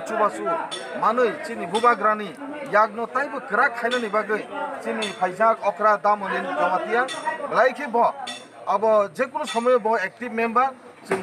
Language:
Kok Borok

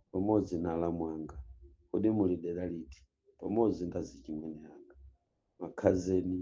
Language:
Nyanja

